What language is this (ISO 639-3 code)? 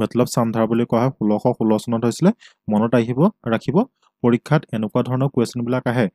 asm